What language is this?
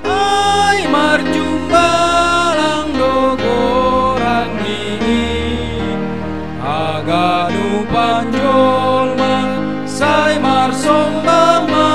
Batak Simalungun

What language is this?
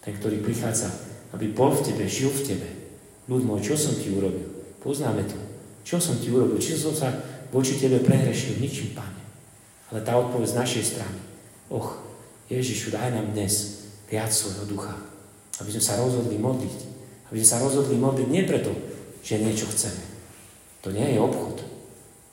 Slovak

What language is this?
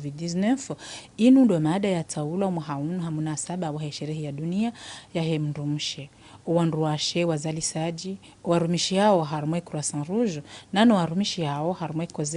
Ngazidja Comorian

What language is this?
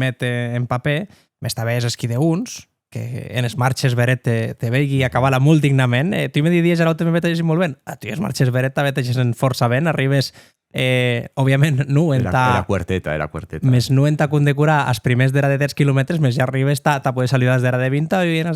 Occitan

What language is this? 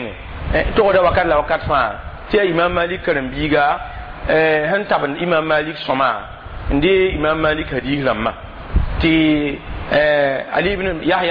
Mossi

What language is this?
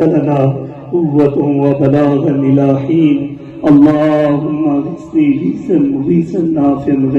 Pahari-Potwari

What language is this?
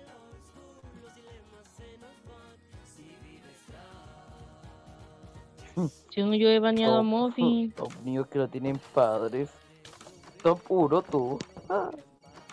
Spanish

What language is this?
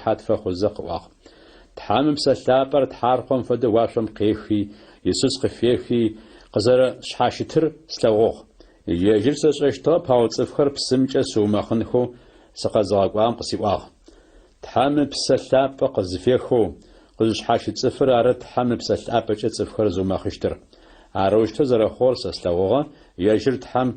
Adyghe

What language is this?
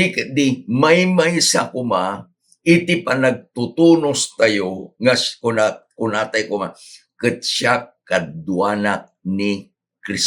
Iloko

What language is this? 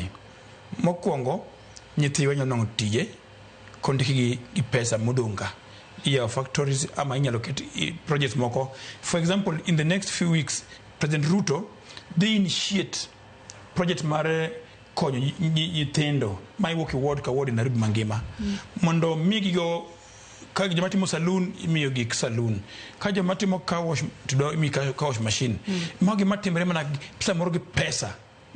Luo (Kenya and Tanzania)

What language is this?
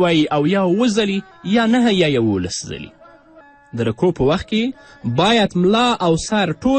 Pashto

